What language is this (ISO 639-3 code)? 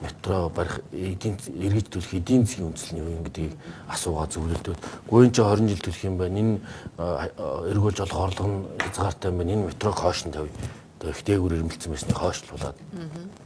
mon